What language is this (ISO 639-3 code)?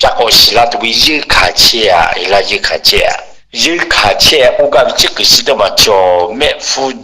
lhu